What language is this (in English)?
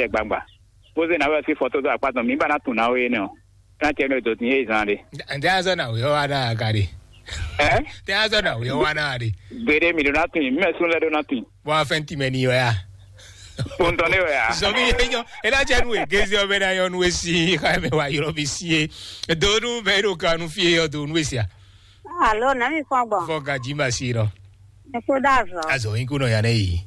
Fon